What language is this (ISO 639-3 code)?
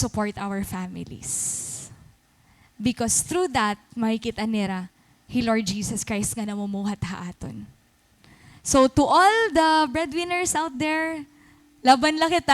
war